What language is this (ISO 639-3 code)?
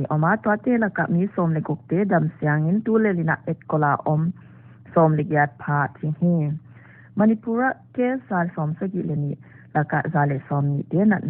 pck